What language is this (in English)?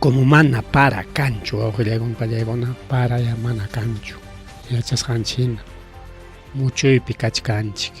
Ayacucho Quechua